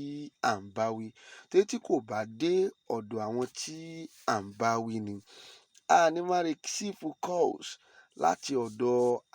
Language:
Yoruba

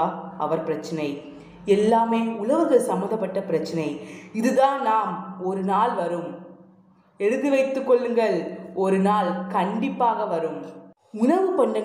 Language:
Tamil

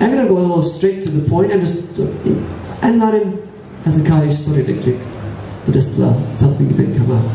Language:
Tok Pisin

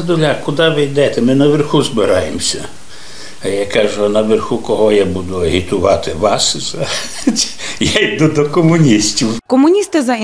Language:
Ukrainian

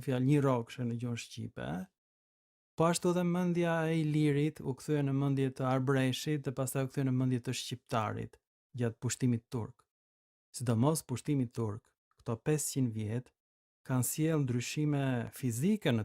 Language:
Albanian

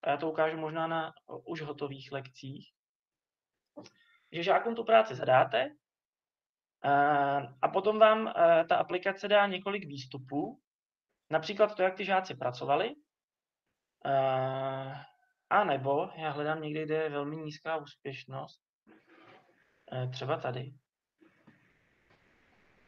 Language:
Czech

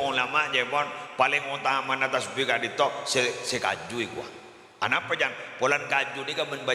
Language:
Madurese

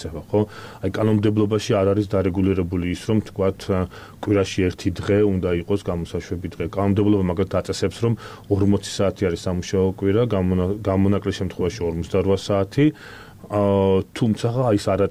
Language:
Georgian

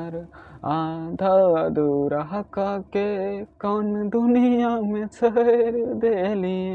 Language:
Maithili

